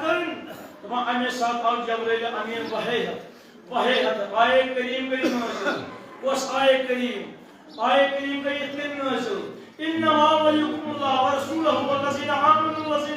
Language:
Kashmiri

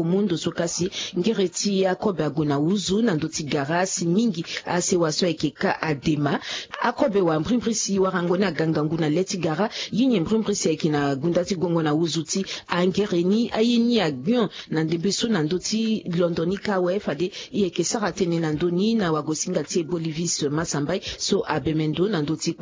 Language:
Sango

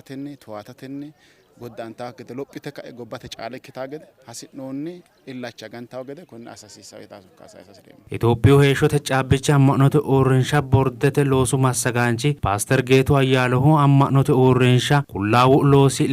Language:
Sidamo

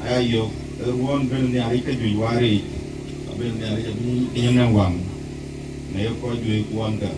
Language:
Dinka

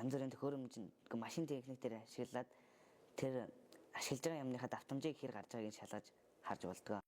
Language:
Mongolian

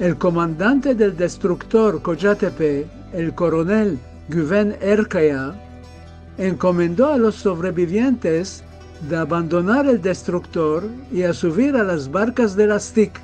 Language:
Ladino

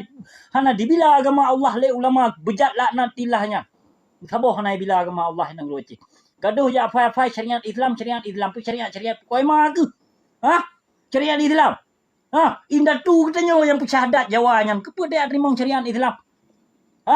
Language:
Achinese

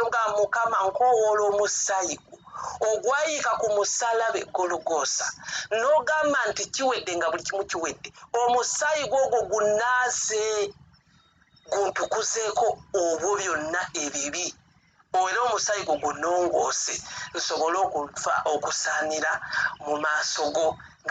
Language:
Ganda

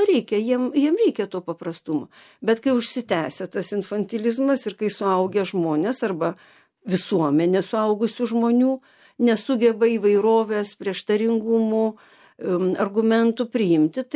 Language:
Lithuanian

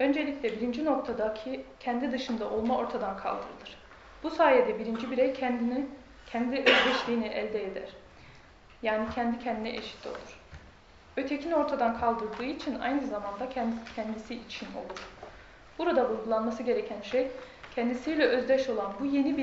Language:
Turkish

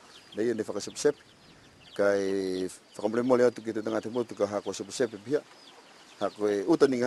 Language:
Niuean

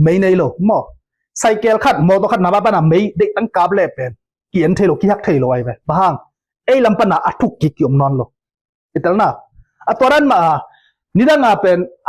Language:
Tedim Chin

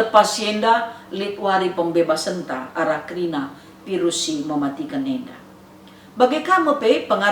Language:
Batak Karo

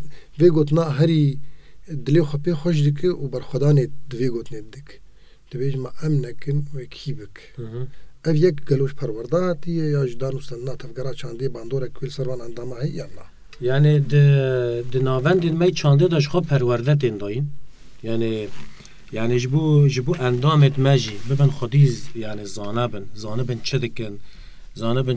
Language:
Kurdish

